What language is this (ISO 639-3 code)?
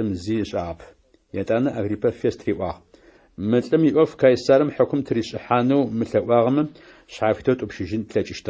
ady